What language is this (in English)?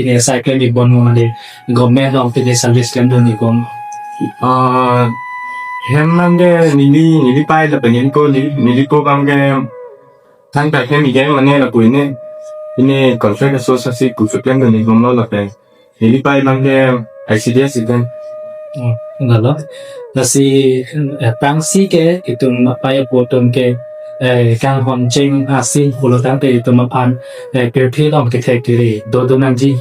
Karbi